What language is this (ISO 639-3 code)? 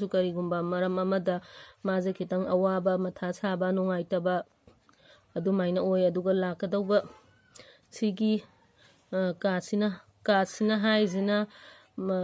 mni